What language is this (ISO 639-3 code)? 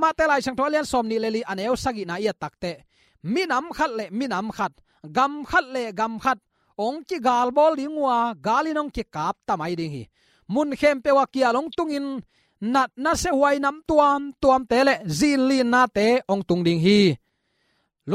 ctd